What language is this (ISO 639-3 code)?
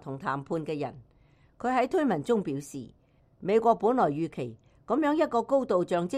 yue